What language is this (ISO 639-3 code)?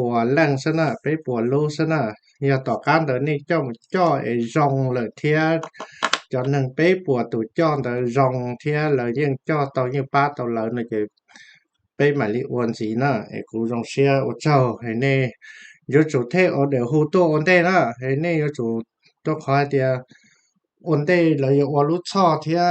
hmn